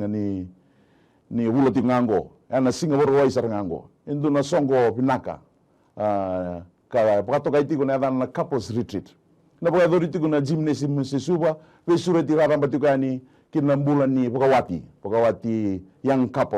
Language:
Fijian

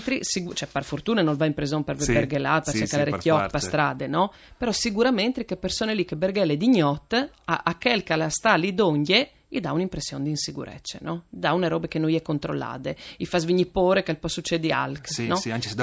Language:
Friulian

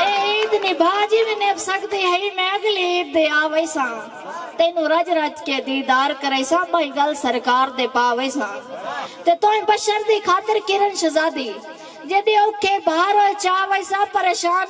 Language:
Saraiki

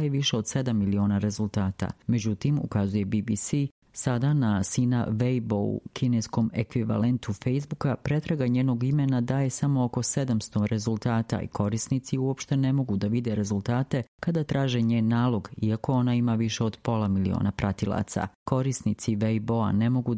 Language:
Serbian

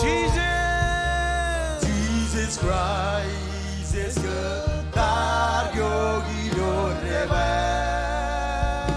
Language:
Marshallese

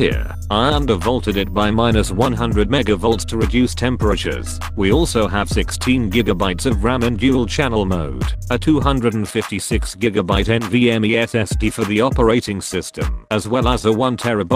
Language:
English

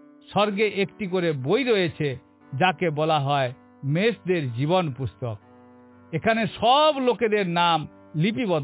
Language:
Bangla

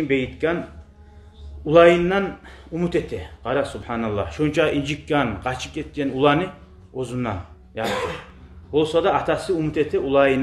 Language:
Kumyk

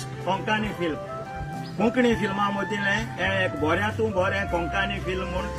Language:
Konkani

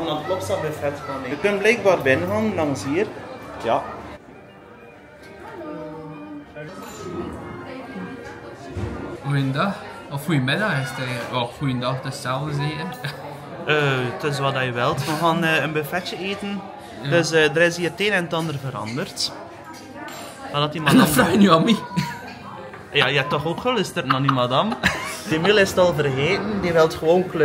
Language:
Dutch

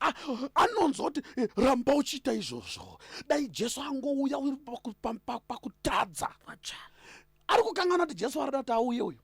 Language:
Shona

